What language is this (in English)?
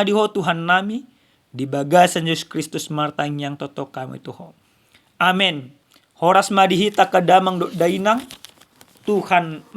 Batak Toba